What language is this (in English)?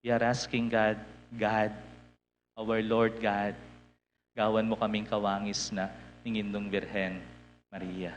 Pampanga